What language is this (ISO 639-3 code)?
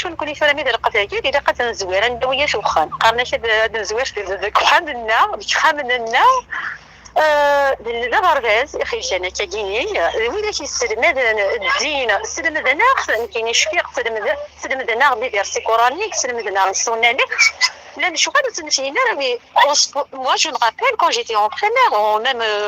kab